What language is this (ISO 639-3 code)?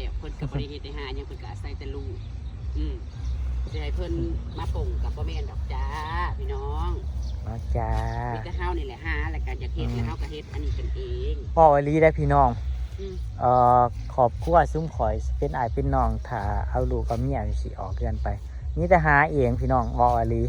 tts